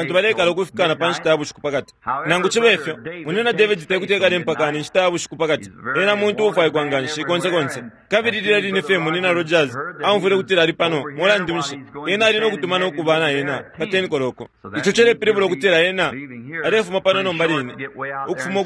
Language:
Bemba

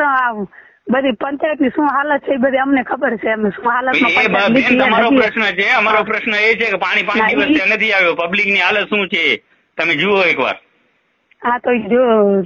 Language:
Gujarati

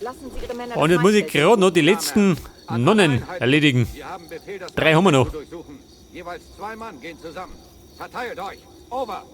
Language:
Bavarian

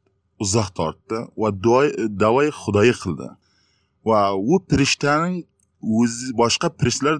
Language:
Uzbek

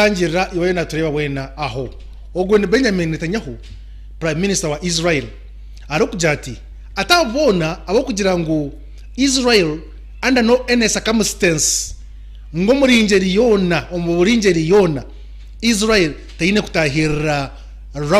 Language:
Nyankole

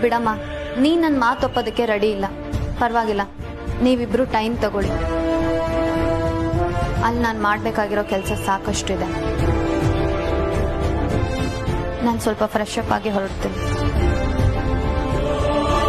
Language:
Kannada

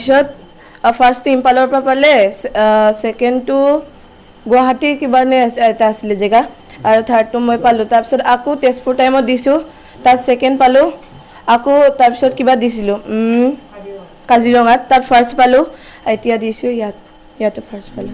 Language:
Assamese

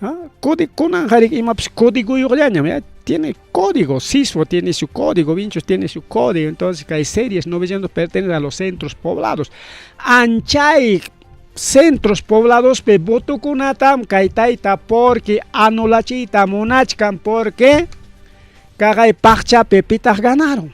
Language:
Ayacucho Quechua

